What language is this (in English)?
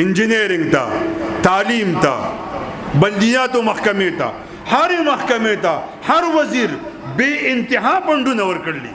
Pashto